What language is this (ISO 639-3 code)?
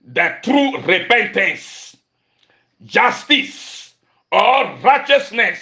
ewe